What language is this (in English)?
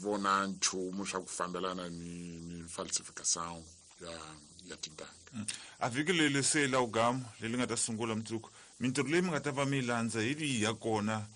Tsonga